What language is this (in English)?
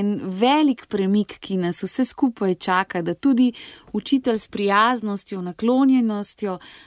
Slovenian